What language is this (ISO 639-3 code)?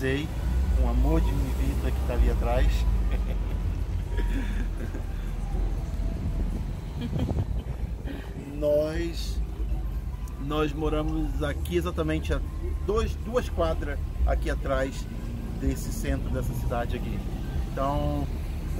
por